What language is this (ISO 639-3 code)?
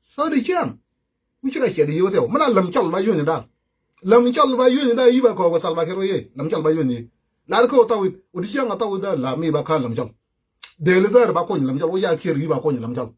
nus